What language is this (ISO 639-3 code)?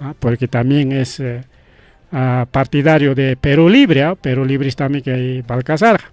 quy